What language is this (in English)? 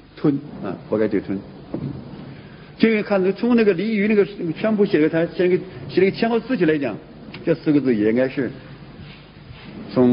Chinese